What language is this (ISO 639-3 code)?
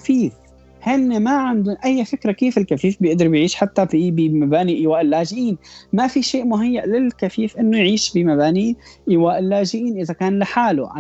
apc